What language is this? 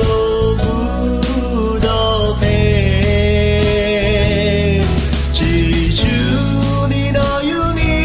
Akha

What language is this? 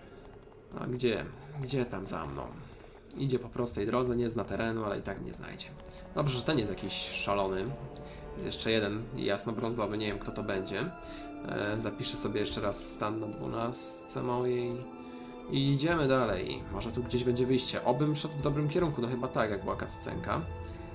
Polish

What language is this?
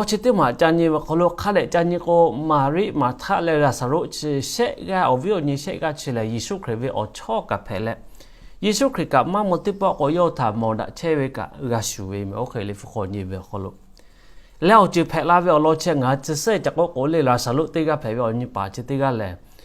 Lahu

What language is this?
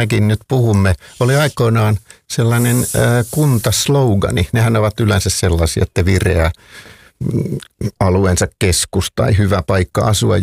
Finnish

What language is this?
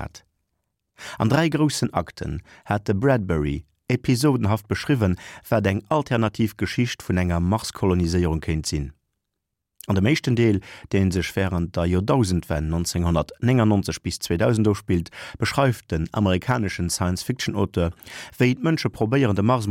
Luxembourgish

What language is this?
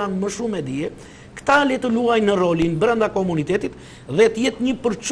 Albanian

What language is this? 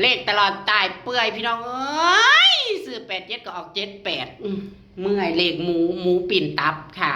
Northeastern Thai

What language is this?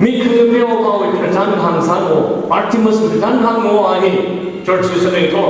Tangkhul Naga (India)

